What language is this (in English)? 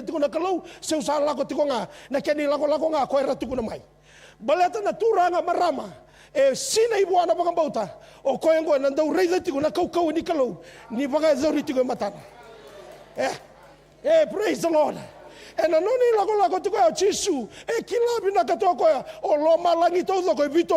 Fijian